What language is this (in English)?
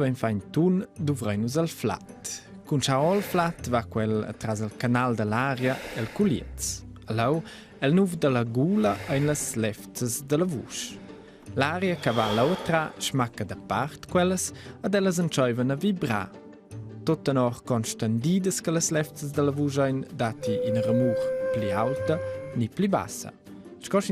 Romansh